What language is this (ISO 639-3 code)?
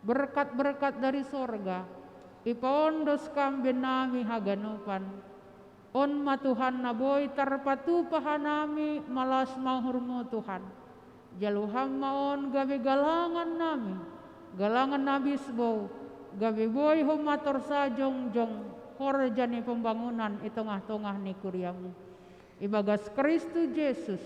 bts